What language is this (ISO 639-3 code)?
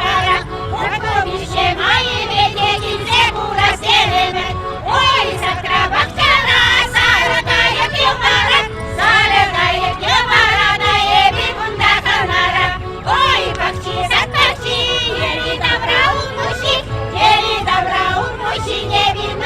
chv